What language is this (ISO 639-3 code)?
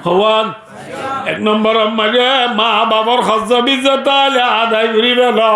rhg